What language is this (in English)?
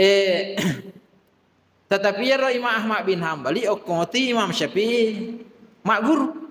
Buginese